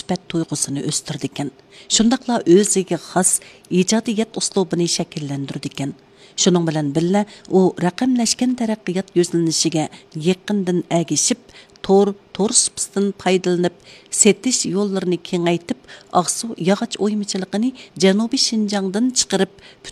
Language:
Uyghur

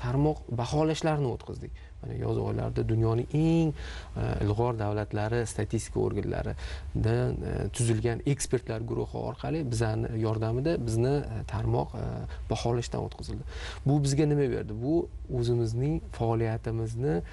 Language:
Uzbek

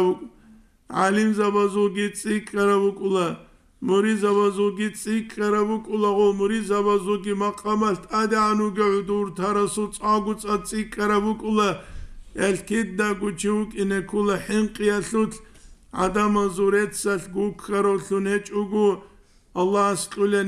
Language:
Avaric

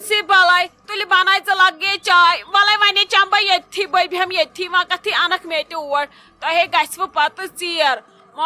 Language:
Kashmiri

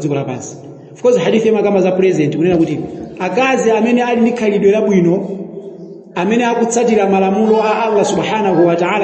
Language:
Nyanja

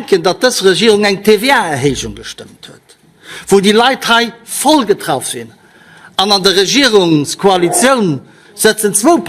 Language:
Luxembourgish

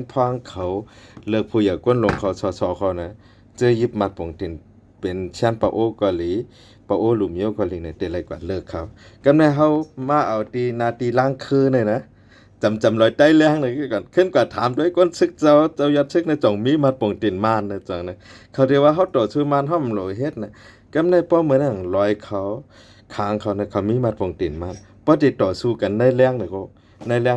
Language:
Shan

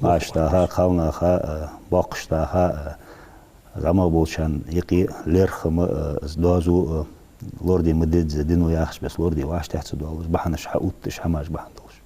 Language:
Ingush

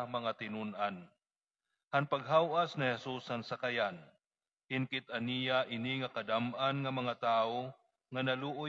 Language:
Waray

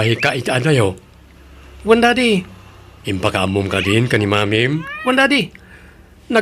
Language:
Iloko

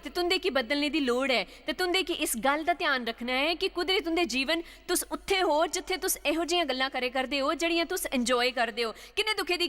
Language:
Dogri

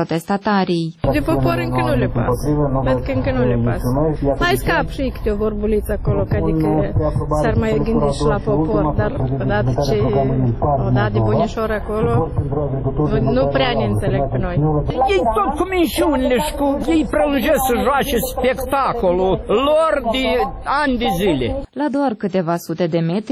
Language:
Romanian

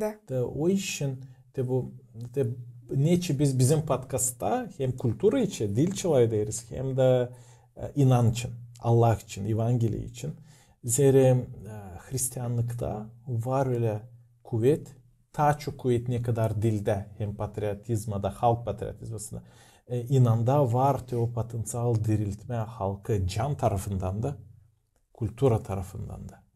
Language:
Gagauz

